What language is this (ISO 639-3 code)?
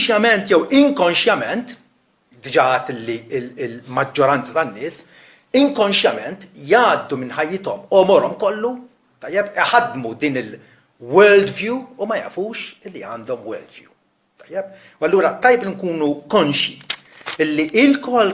mlt